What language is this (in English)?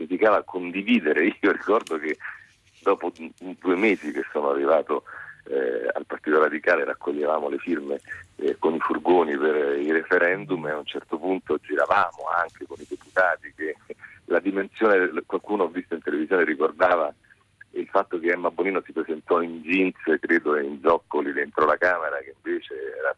Italian